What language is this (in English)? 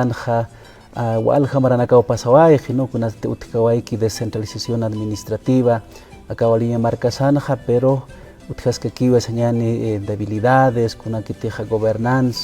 Aymara